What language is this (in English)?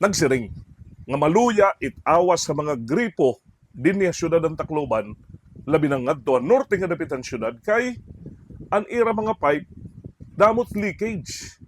Waray